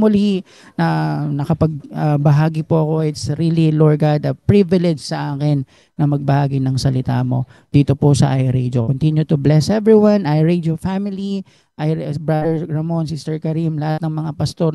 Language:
Filipino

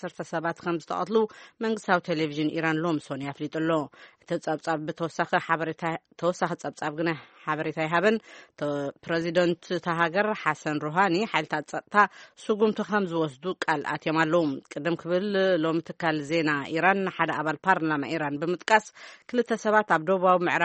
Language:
Tigrinya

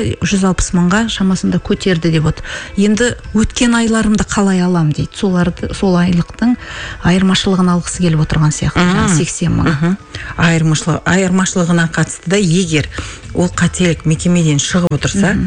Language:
Kazakh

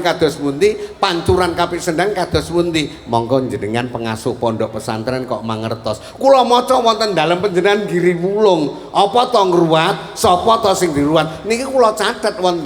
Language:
Javanese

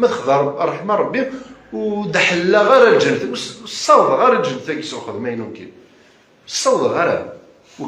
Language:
Kabyle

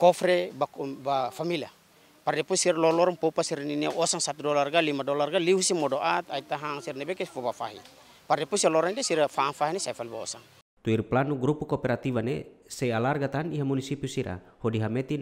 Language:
Tetum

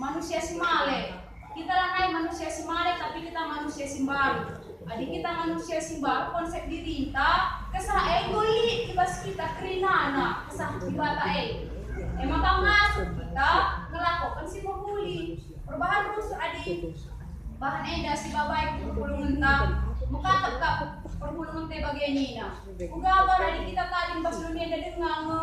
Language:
Batak Karo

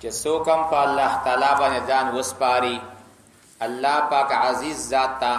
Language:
Pashto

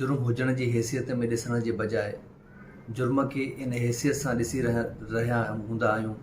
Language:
Sindhi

